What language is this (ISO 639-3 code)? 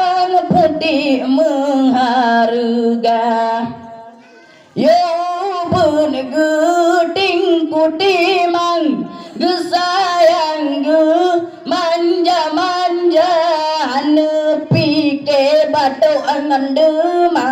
ace